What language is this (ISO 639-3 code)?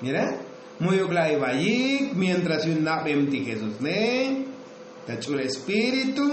tzo